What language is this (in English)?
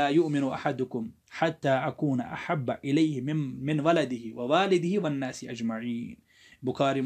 Kashmiri